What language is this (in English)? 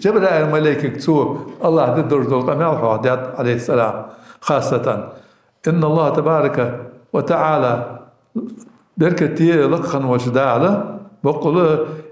Ingush